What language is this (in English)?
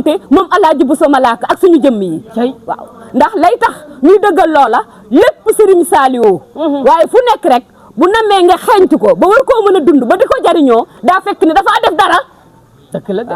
Wolof